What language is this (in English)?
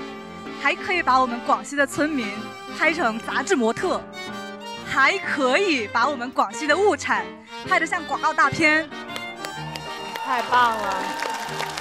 Chinese